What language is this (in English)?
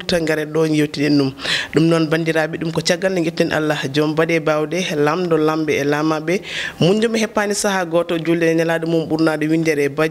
Fula